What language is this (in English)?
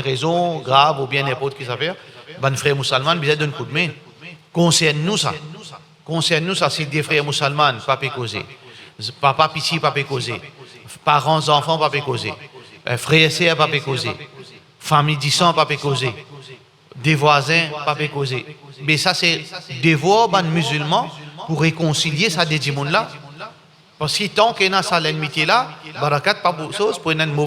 Morisyen